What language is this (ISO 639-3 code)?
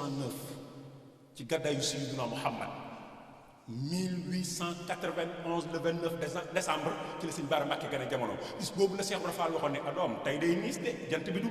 wol